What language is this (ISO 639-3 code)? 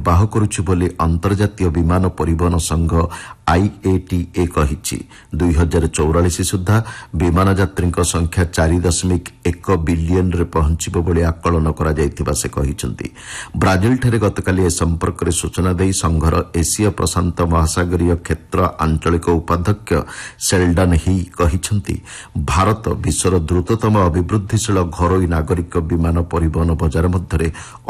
ori